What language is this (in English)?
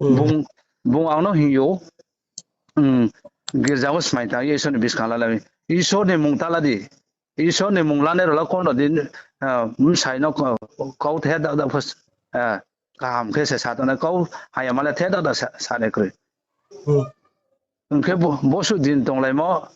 Riang (India)